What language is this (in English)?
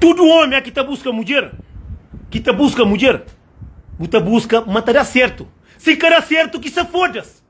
Kabuverdianu